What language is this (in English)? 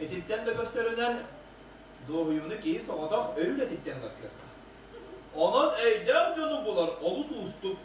Yakut